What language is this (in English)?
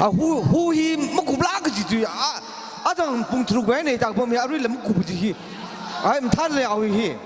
Tangkhul Naga (India)